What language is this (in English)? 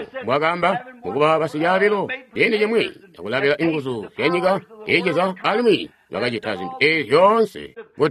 Tonga (Zambia)